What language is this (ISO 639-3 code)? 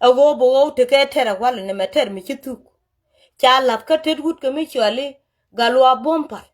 nus